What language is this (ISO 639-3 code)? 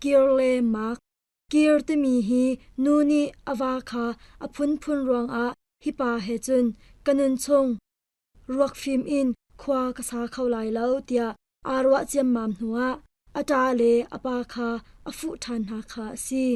cnh